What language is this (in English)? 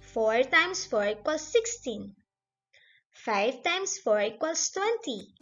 Pangasinan